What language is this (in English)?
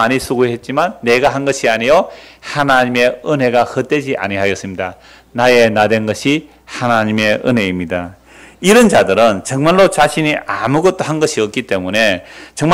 Korean